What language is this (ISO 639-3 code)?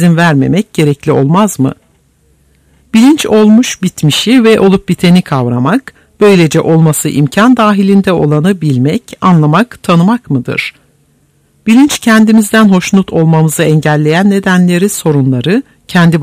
tur